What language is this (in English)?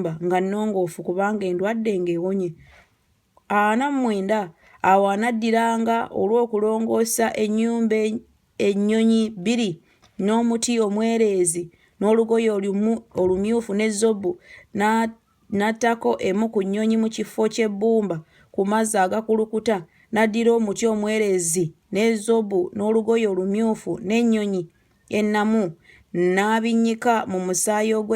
Ganda